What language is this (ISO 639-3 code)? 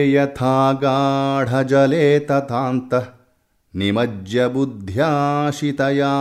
san